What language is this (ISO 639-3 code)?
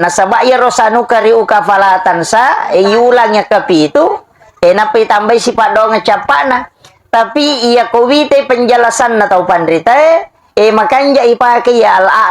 bug